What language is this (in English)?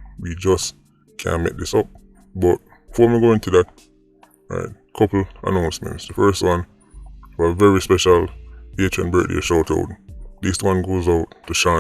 Jamaican Creole English